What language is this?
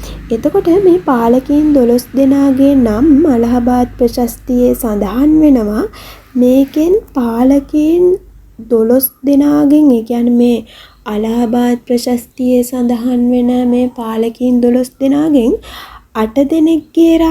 Sinhala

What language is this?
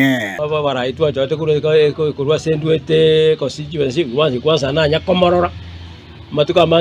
Gusii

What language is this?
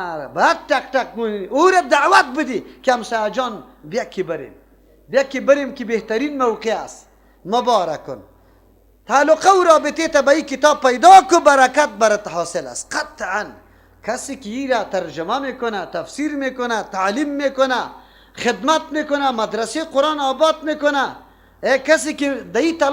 Persian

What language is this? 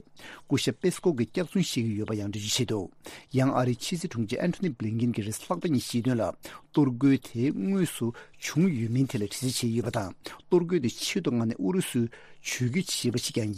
Tibetan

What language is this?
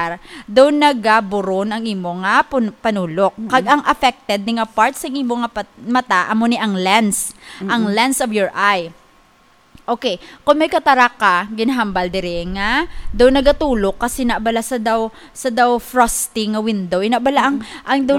Hiligaynon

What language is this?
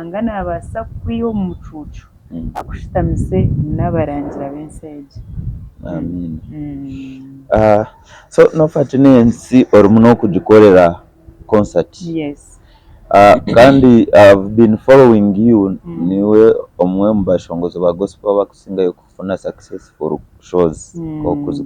Nyankole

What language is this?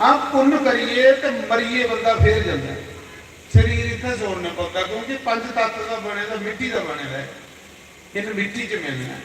Dogri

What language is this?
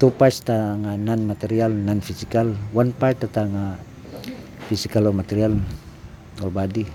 Cebuano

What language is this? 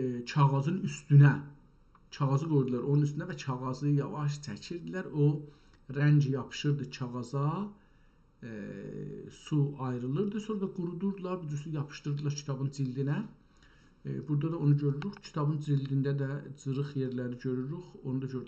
South Azerbaijani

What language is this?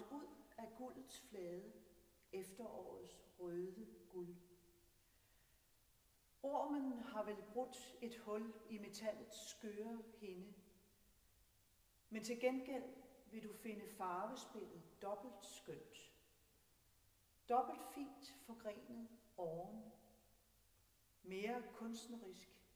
Danish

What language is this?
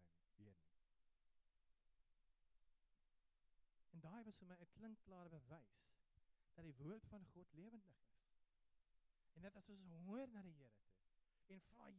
Afrikaans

